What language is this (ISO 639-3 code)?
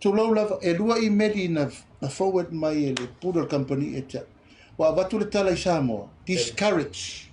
smo